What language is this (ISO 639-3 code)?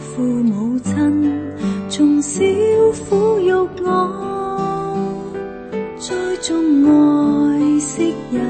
yue